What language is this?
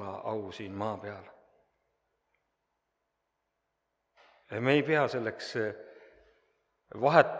Estonian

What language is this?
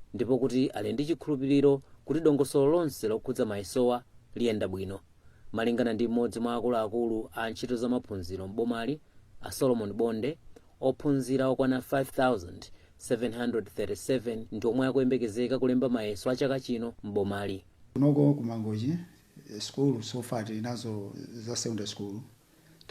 Nyanja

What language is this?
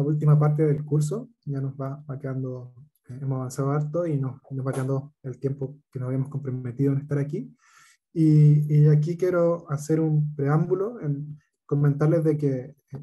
Spanish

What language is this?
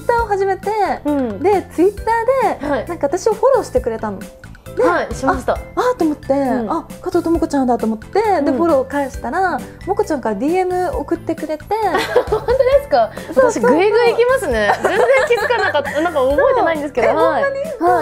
Japanese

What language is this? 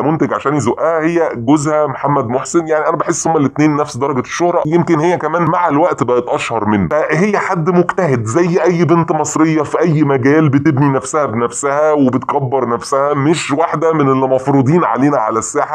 Egyptian Arabic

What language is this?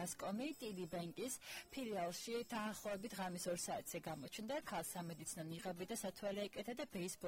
Georgian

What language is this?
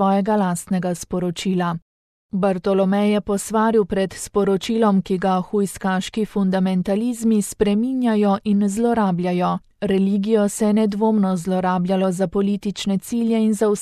Slovenian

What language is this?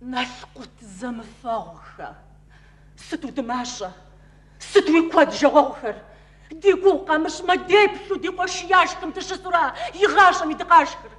Kabardian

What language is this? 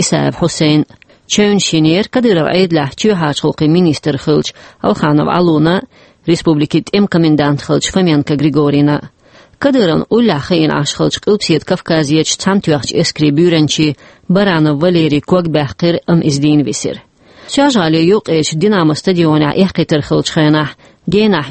Chechen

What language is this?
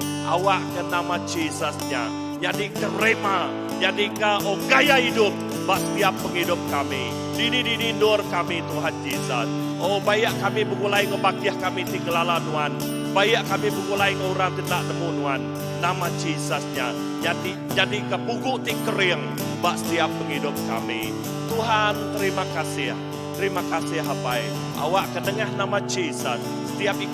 Iban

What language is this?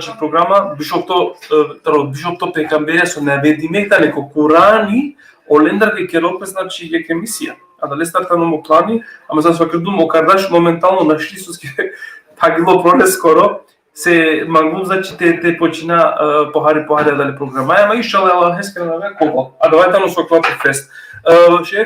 Balkan Romani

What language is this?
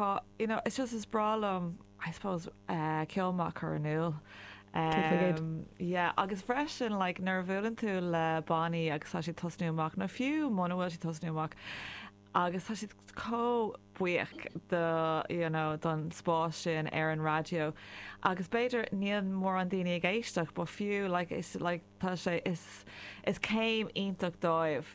Irish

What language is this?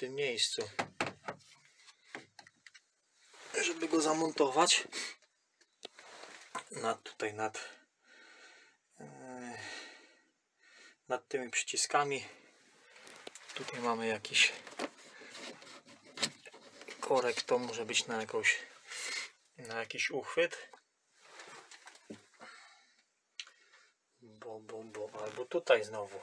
Polish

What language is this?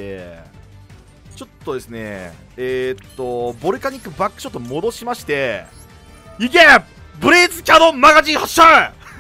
Japanese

